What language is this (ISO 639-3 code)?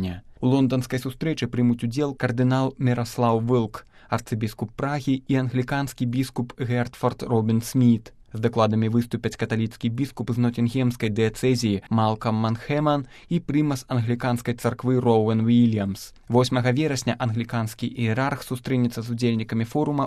bel